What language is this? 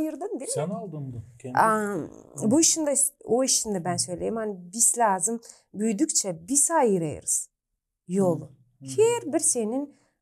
Gagauz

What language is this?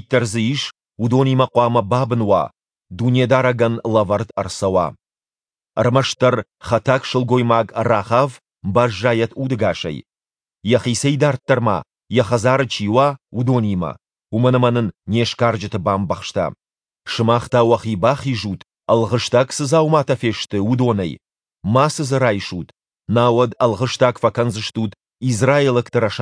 Ossetic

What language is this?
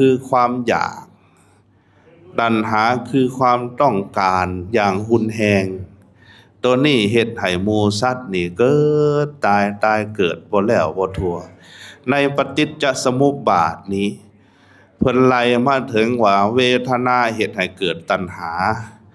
Lao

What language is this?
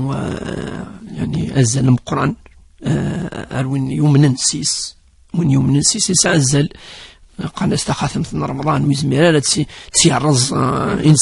Kabyle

